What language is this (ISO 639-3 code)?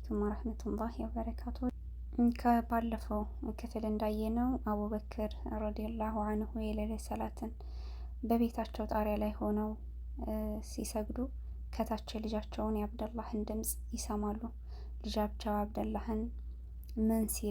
amh